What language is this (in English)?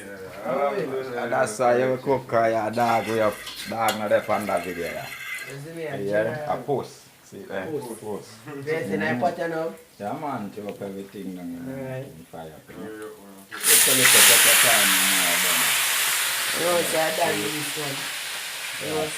Jamaican Creole English